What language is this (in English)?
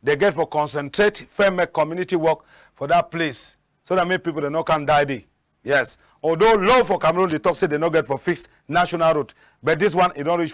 Cameroon Pidgin